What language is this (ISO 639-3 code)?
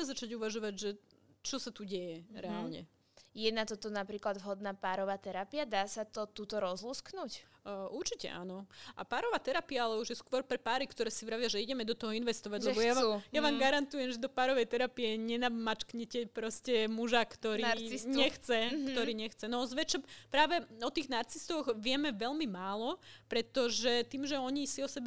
slk